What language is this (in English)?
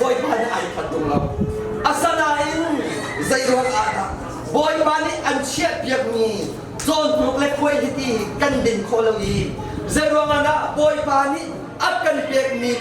Hakha Chin